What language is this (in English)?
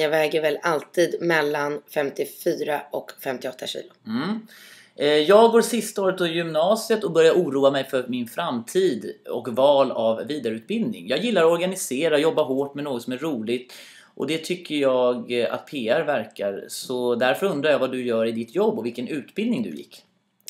Swedish